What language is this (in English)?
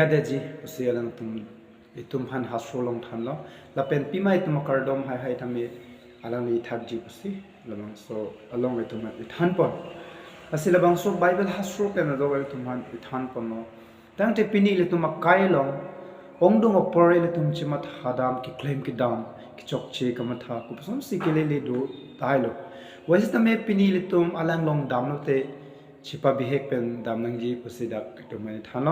Karbi